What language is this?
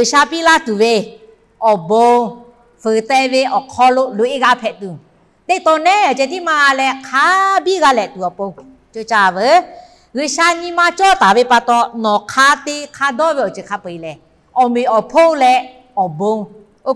Lahu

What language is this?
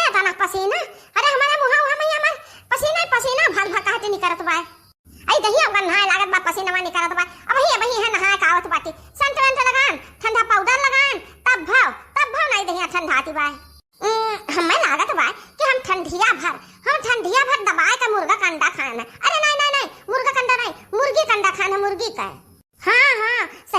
Awadhi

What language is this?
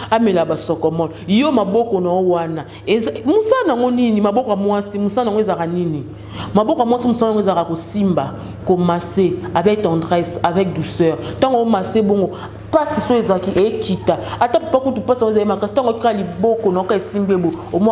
Lingala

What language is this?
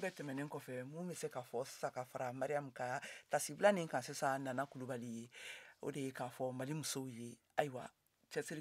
Bambara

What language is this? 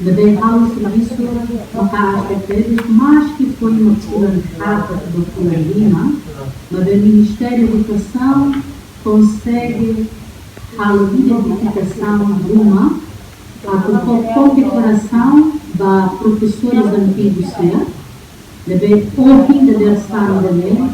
Tetum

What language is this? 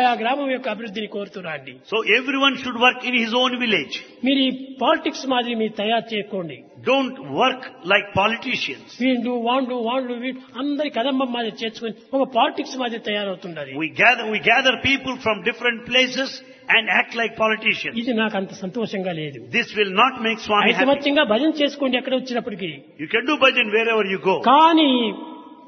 Telugu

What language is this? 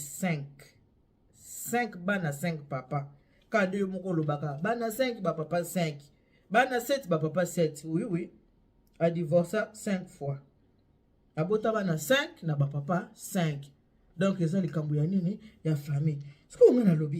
Lingala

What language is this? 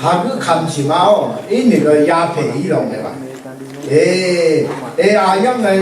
Rawang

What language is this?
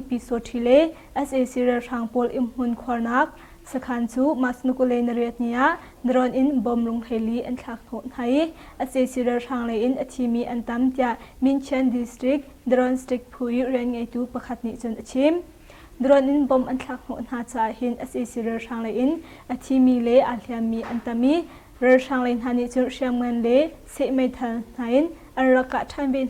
Hakha Chin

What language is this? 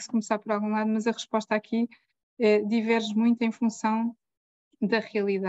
Portuguese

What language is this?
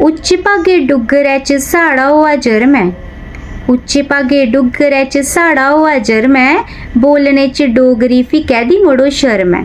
Dogri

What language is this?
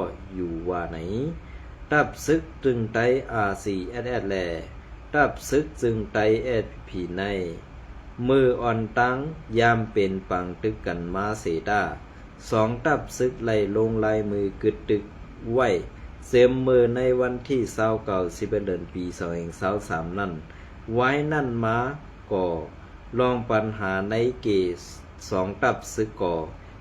Shan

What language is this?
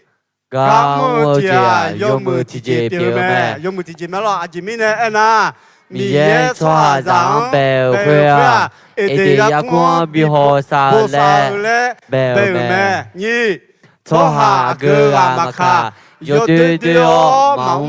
Akha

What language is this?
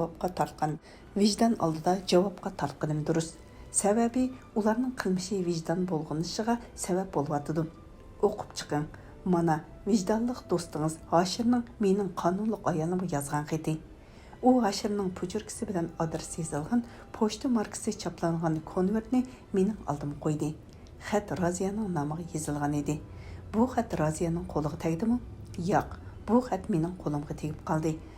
Uyghur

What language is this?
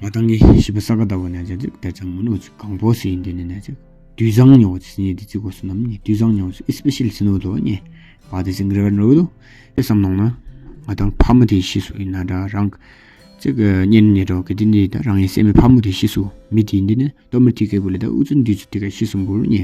Tawang Monpa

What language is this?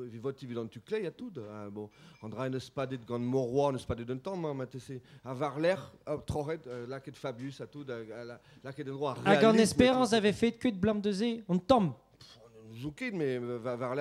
Breton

